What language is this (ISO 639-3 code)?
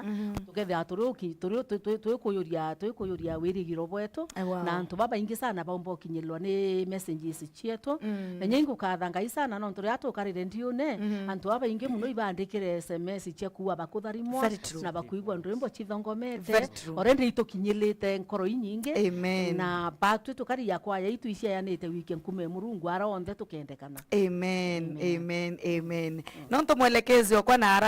mer